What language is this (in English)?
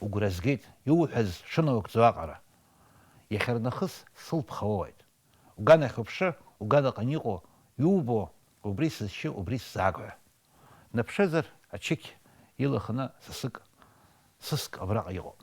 Abkhazian